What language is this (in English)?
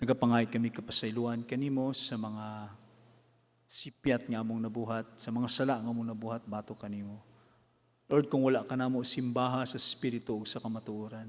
Cebuano